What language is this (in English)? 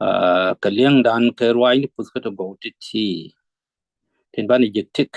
Nuer